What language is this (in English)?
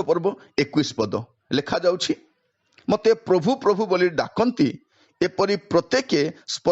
Odia